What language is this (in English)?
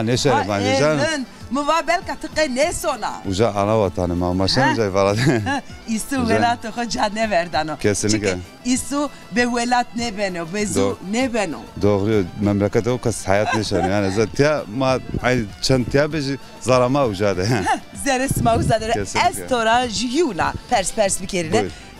Zaza